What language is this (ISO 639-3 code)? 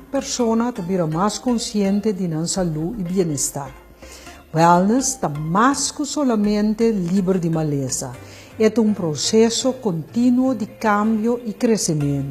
pap